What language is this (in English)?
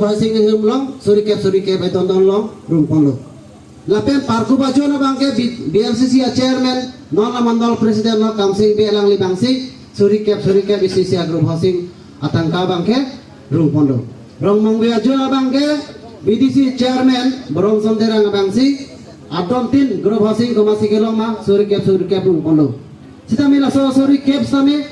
Karbi